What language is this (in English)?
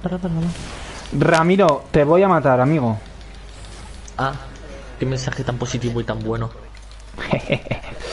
Spanish